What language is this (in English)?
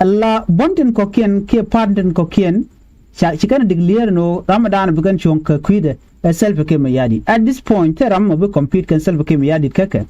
Nuer